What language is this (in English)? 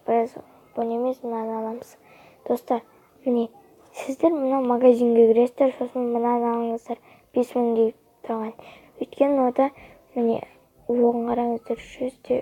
Kazakh